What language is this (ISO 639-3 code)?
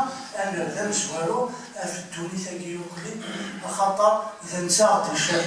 kab